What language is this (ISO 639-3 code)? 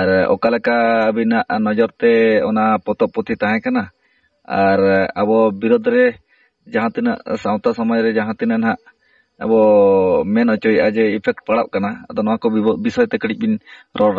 sat